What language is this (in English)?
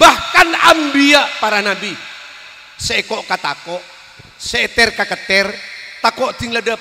Madurese